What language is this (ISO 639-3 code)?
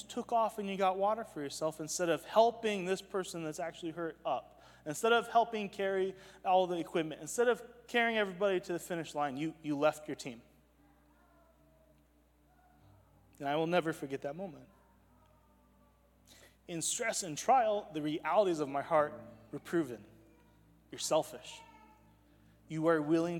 eng